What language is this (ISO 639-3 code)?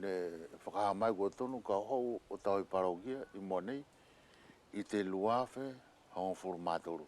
wls